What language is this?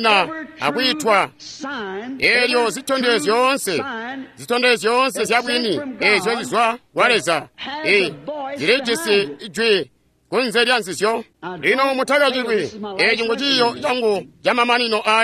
Tonga (Zambia)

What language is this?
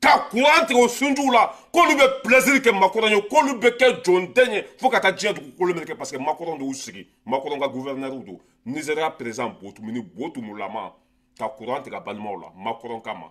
Bambara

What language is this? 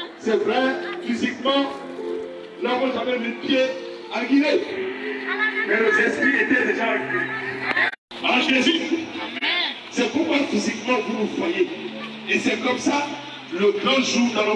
French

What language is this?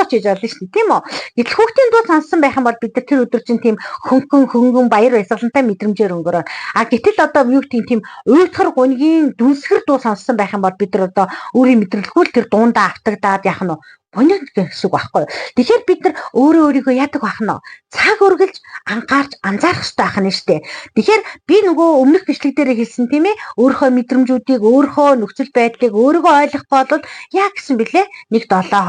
Mongolian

